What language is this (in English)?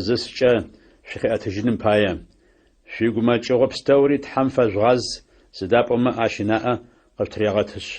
Adyghe